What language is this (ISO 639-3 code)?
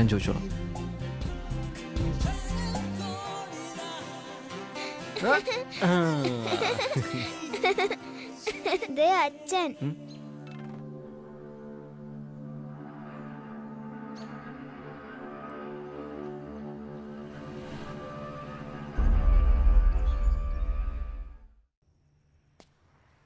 mal